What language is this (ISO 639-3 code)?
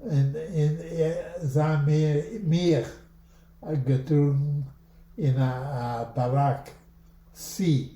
yid